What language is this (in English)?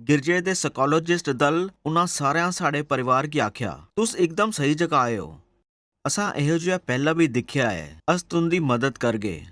Dogri